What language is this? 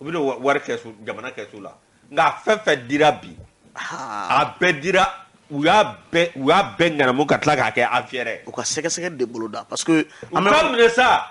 Bambara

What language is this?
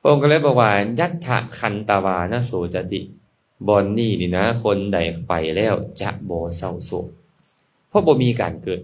Lao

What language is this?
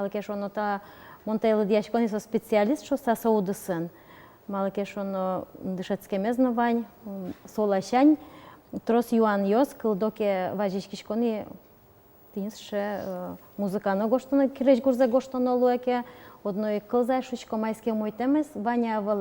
Udmurt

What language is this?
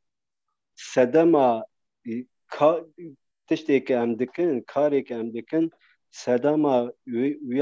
Kurdish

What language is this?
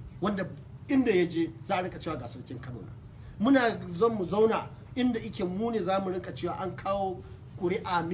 Hausa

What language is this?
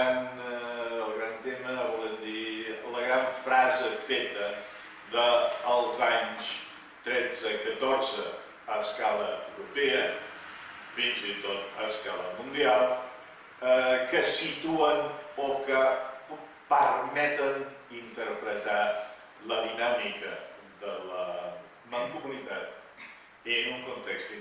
Catalan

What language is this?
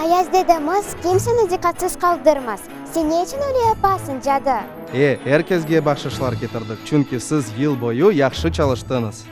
Crimean Tatar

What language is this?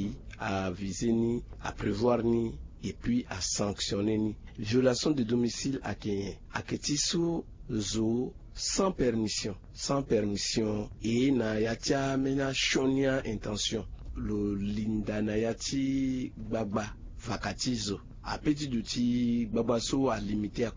Sango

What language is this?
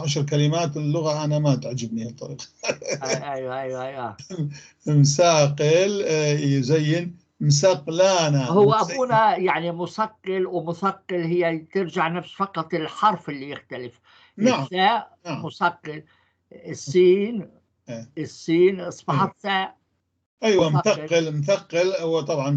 North Levantine Arabic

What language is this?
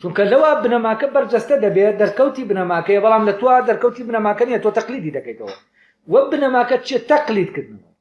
Central Kurdish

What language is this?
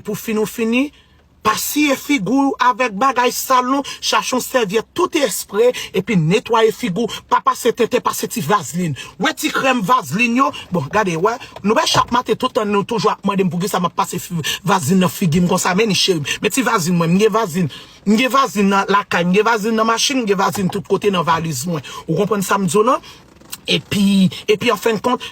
Haitian Creole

